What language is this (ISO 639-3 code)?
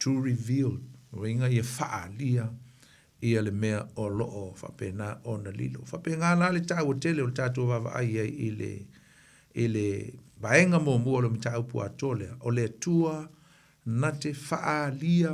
smo